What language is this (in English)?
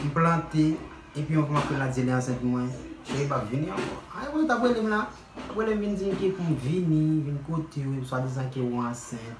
Haitian Creole